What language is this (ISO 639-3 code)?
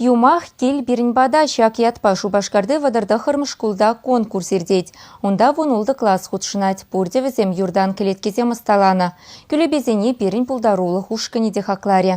chv